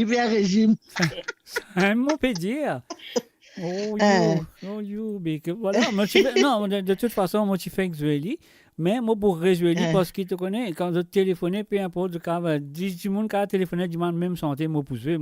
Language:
Morisyen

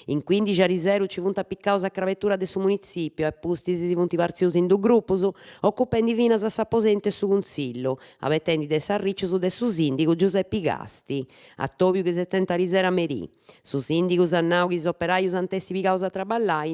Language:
Sardinian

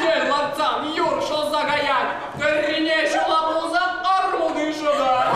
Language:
Chuvash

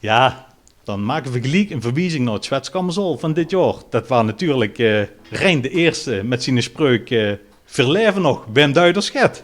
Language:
Limburgish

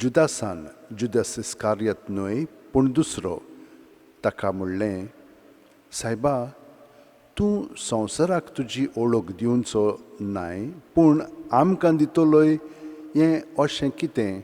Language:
Konkani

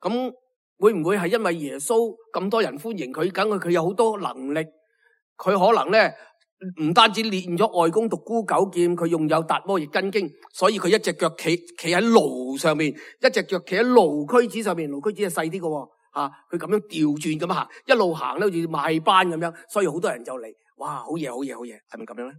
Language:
Cantonese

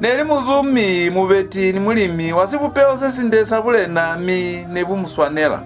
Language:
Lozi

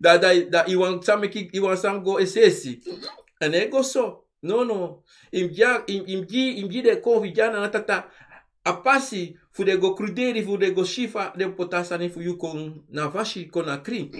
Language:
Sranan Tongo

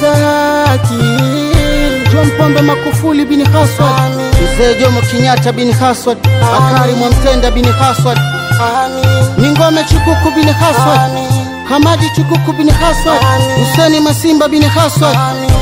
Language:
Swahili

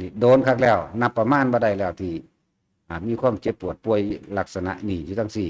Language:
Lao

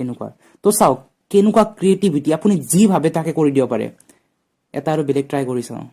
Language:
Assamese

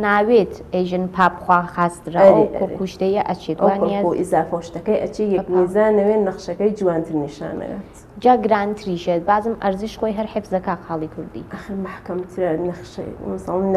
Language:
Central Kurdish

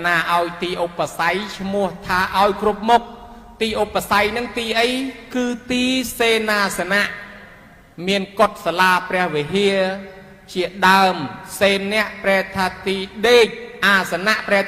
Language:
Khmer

